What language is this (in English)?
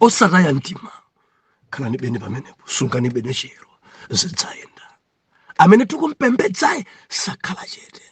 Nyanja